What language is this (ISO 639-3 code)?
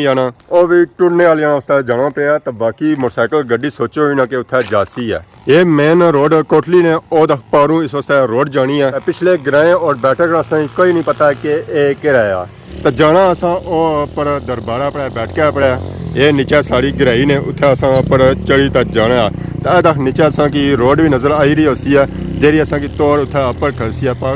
phr